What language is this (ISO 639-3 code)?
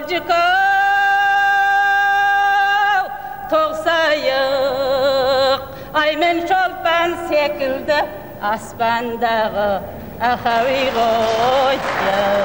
kaz